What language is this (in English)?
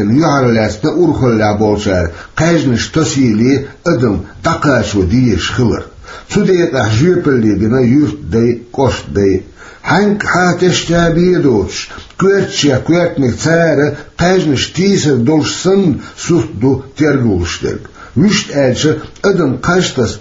Chechen